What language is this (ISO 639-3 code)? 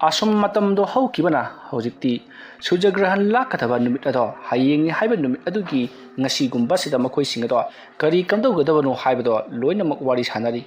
mni